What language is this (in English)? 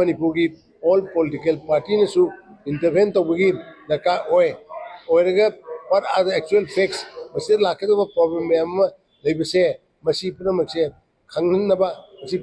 Manipuri